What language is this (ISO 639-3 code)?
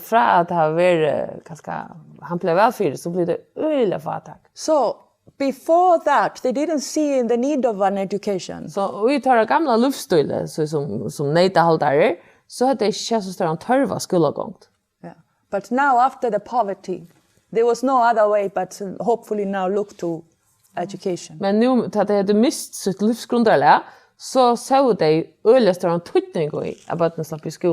fao